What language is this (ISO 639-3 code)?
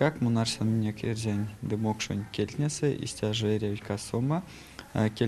myv